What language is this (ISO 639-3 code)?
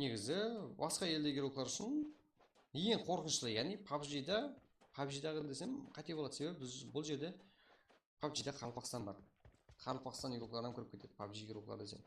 kaa